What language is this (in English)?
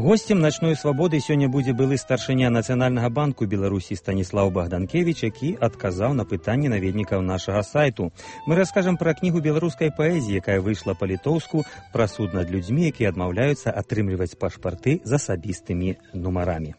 Belarusian